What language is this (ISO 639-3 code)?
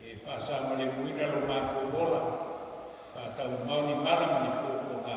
smo